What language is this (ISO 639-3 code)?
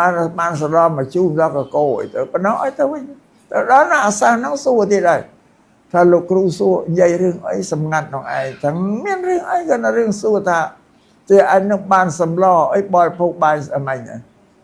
khm